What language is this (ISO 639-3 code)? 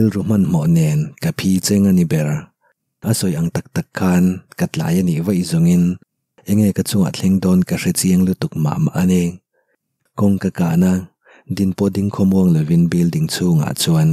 lus